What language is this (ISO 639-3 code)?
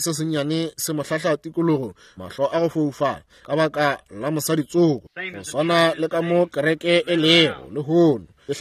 nso